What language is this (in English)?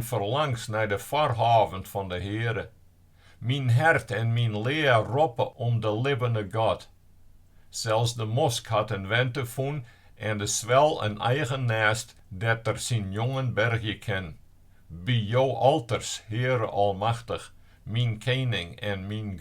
Western Frisian